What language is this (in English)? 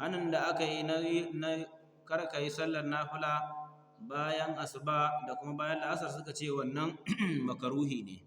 Hausa